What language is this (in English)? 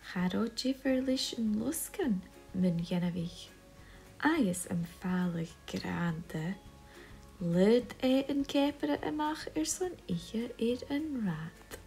Scottish Gaelic